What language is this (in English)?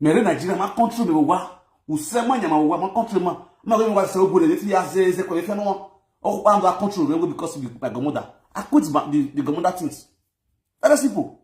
Nigerian Pidgin